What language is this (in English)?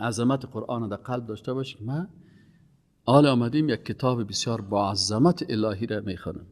Persian